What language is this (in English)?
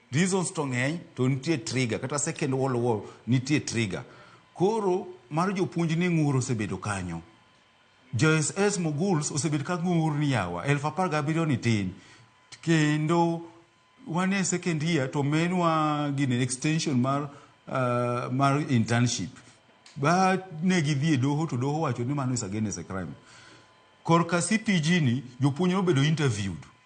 Luo (Kenya and Tanzania)